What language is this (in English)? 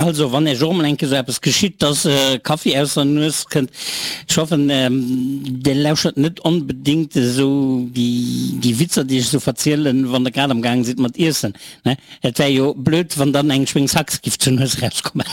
Luxembourgish